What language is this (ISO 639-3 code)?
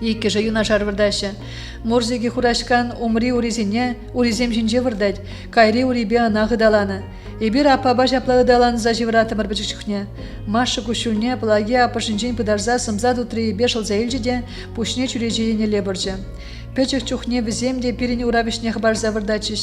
chv